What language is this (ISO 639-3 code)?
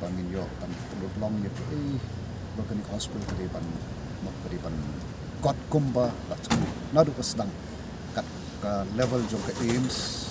kha